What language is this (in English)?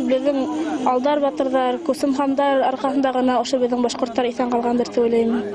Bashkir